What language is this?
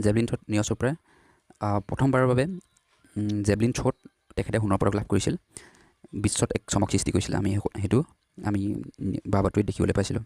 Assamese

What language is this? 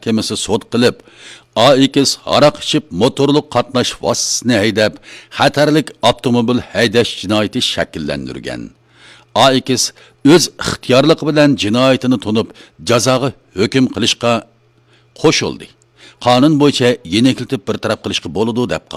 Uyghur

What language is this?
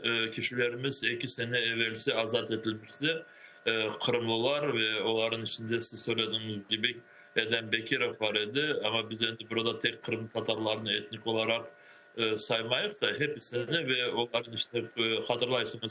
Crimean Tatar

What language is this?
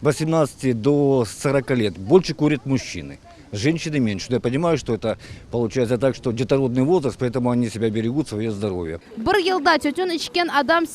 Crimean Tatar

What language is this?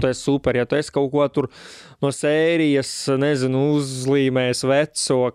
Latvian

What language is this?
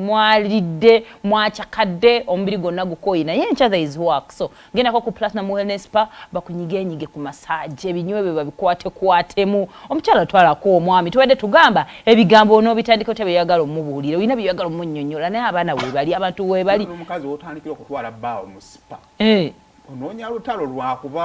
Ganda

